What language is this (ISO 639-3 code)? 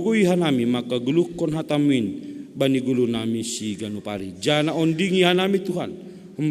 bts